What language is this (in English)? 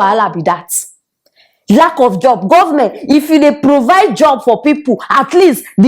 Nigerian Pidgin